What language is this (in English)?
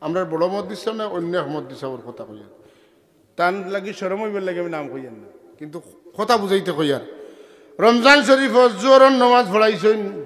Sylheti